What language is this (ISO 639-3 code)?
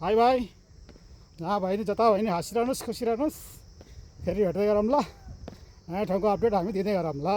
nep